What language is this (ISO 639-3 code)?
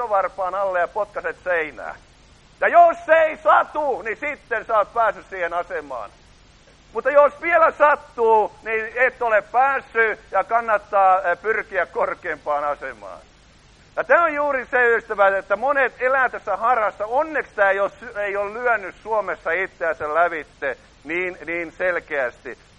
fin